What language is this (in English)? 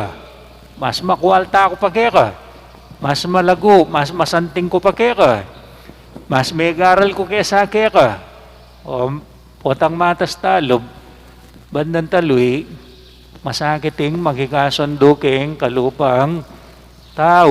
Pampanga